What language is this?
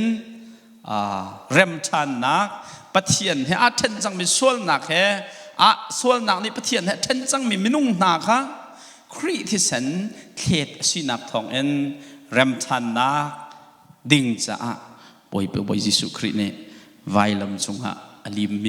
Hakha Chin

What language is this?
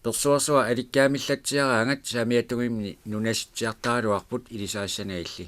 Kalaallisut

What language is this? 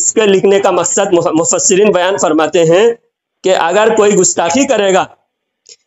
Urdu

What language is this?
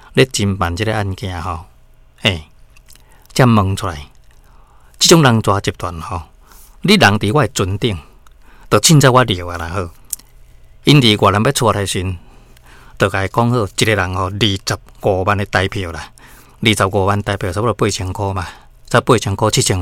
Min Nan Chinese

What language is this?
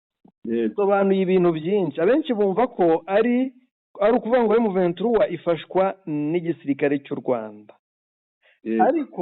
Kinyarwanda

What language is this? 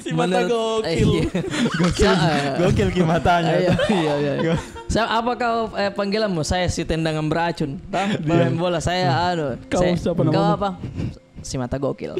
Makassar Malay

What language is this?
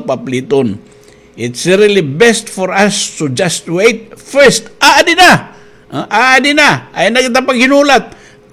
Waray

